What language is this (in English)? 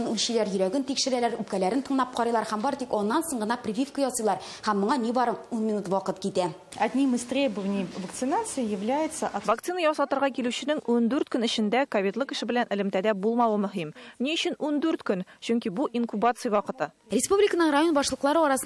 Tatar